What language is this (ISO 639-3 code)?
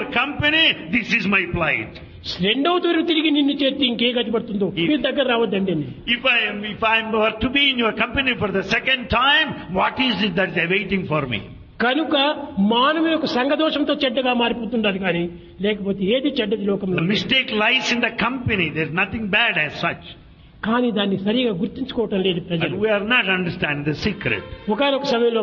tel